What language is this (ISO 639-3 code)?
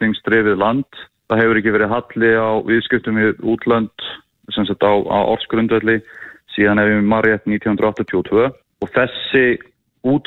isl